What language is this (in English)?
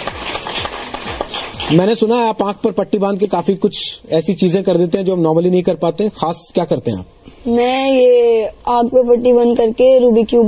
Hindi